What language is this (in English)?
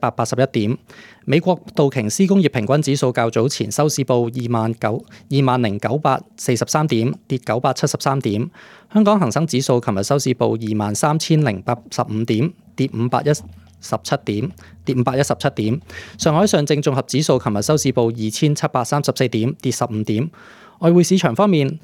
Cantonese